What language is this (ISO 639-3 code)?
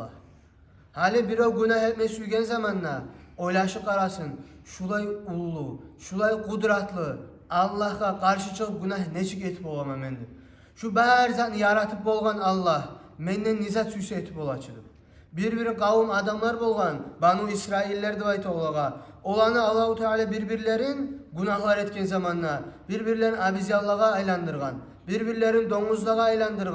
kum